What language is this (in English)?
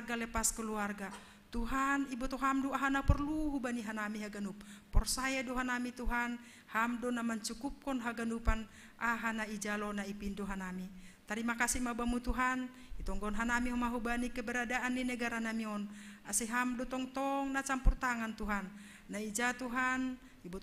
Batak Simalungun